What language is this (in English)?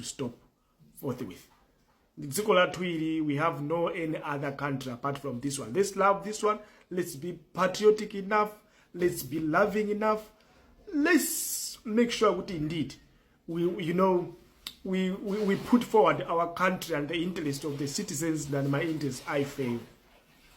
Nyanja